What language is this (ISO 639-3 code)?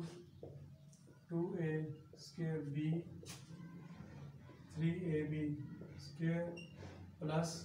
hin